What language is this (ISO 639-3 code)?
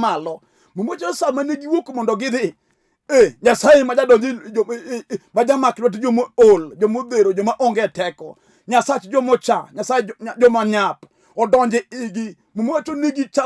luo